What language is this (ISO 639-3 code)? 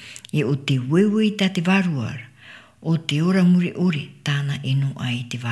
tah